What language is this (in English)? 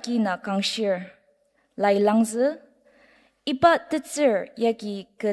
Ao Naga